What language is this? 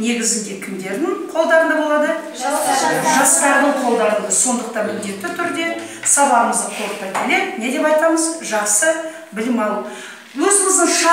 Kazakh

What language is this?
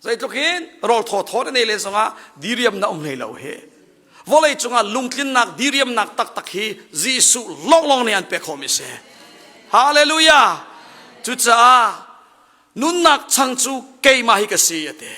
Hakha Chin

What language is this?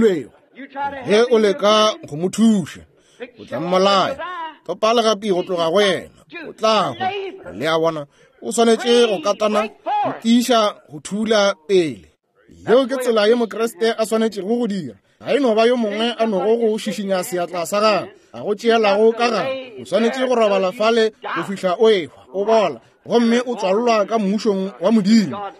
Northern Sotho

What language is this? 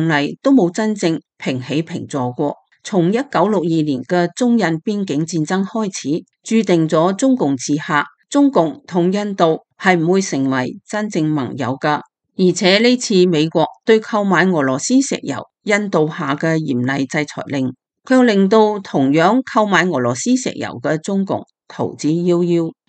Cantonese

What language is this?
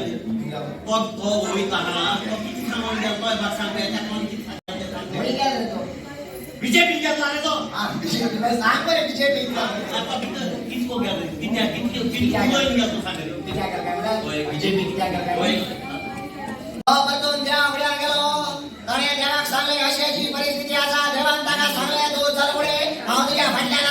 Konkani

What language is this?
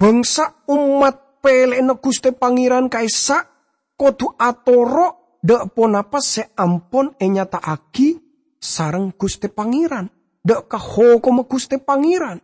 Madurese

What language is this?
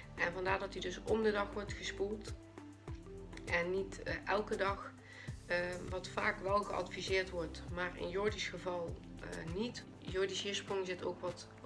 Dutch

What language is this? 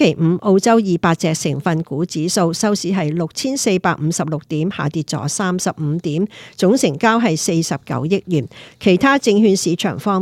Cantonese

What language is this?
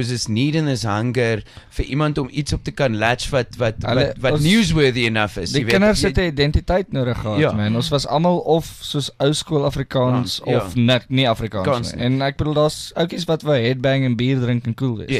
Afrikaans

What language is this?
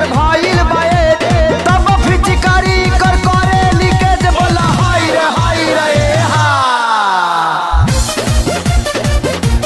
Bhojpuri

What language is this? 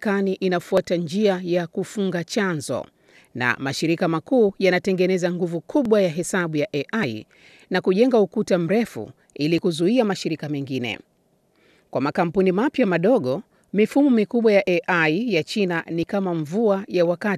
Swahili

